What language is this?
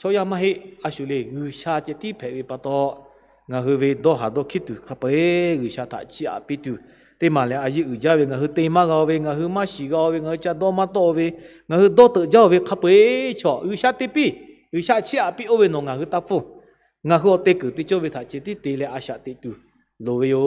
Lahu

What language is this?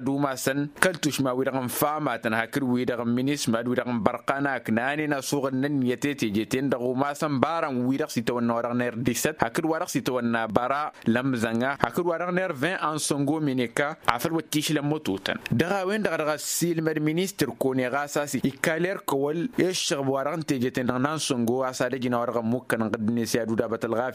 Tamasheq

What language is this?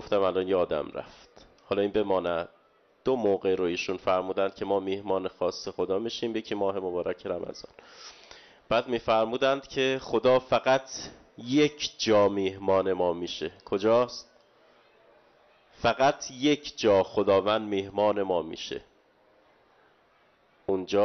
Persian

